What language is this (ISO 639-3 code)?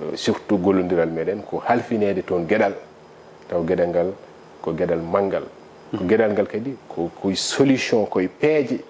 ful